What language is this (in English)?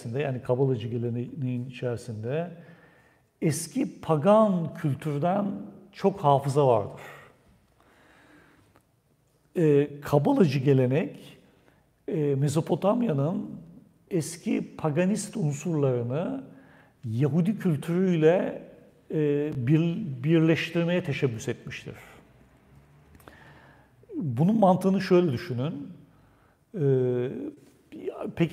Turkish